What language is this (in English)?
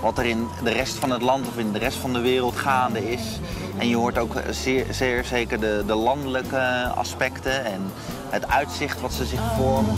Western Frisian